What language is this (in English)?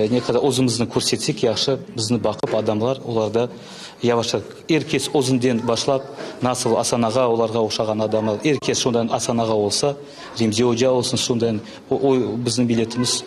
Crimean Tatar